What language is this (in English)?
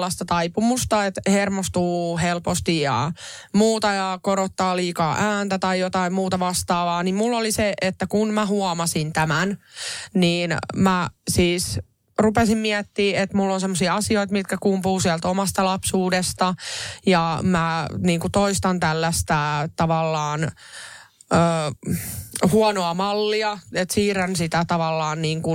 Finnish